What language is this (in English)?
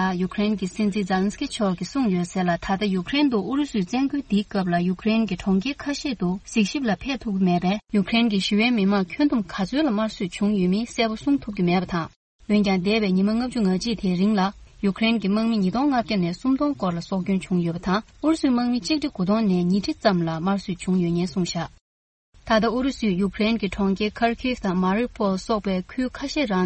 Tibetan